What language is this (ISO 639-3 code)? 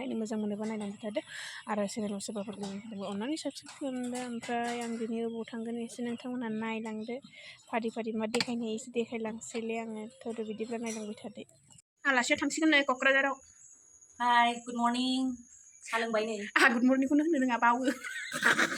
brx